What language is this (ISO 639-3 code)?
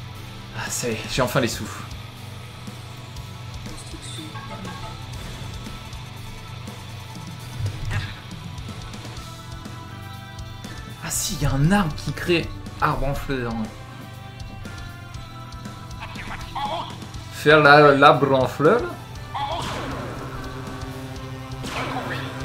fra